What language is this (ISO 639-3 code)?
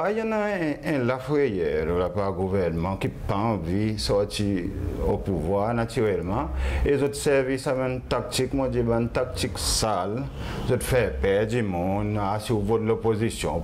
crs